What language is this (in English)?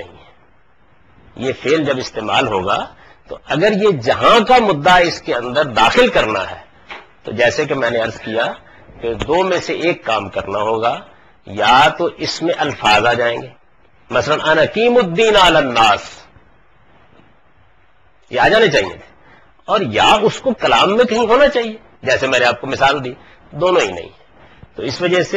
Urdu